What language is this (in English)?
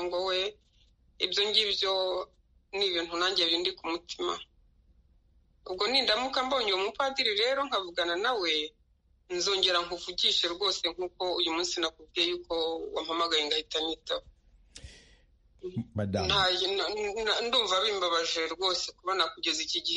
Kinyarwanda